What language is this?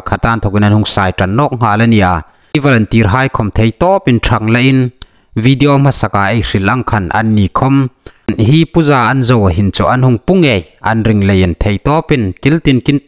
Hmar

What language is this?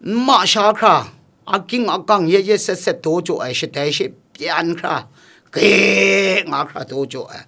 Kachin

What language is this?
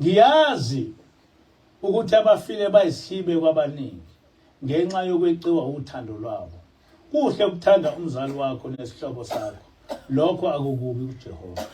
Zulu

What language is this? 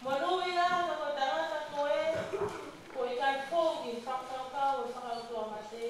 Tongan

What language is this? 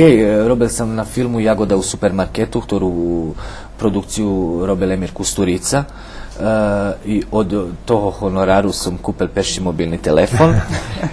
Rusyn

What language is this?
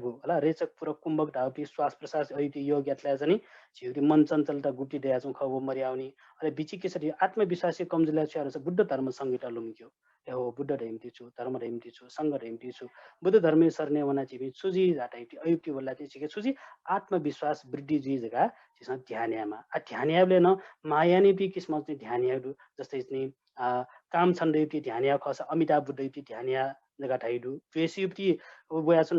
Newari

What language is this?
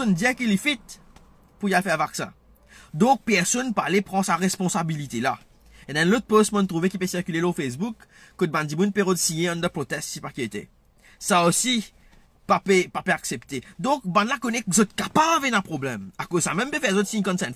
Morisyen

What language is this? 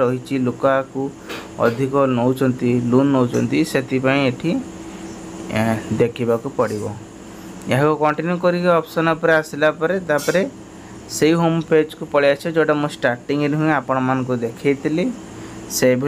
Odia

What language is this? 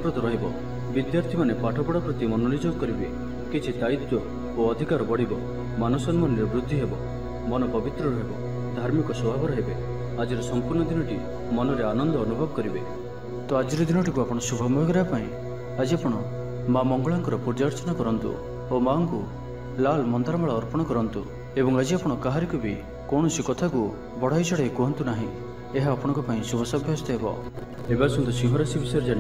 Odia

